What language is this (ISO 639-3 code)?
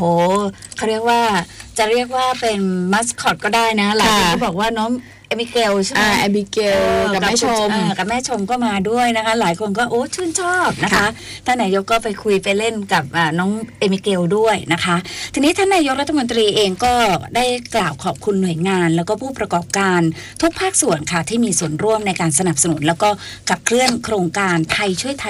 tha